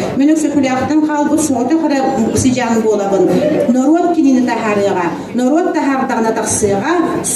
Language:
Yakut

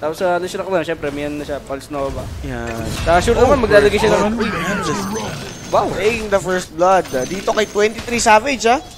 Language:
Filipino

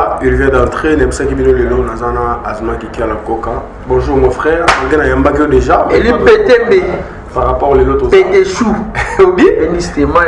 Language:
Lingala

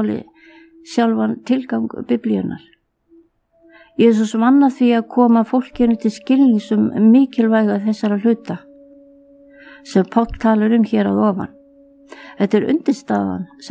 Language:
Icelandic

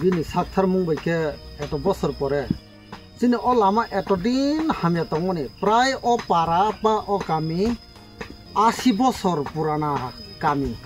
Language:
Kok Borok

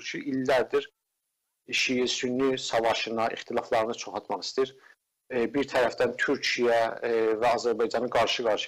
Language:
South Azerbaijani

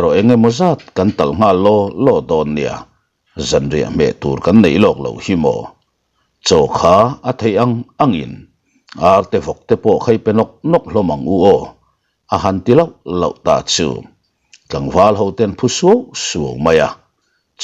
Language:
Mizo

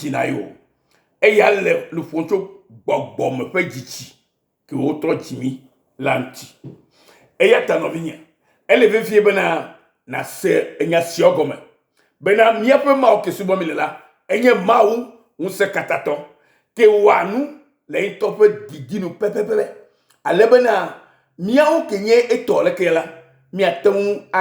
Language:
Ewe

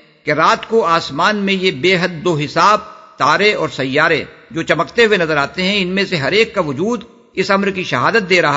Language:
Urdu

